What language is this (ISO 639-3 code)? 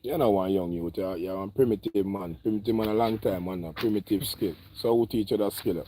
jam